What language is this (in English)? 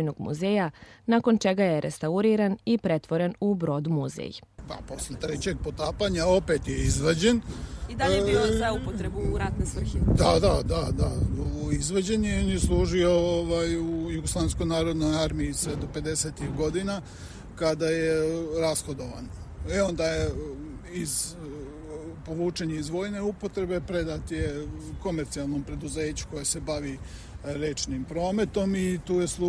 Serbian